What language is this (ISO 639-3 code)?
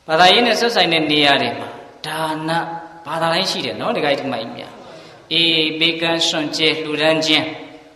mya